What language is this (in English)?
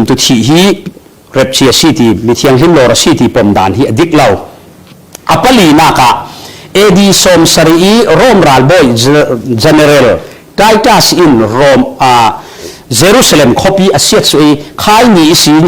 Falam Chin